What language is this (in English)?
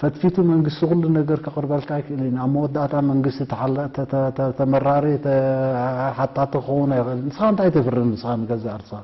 Tigrinya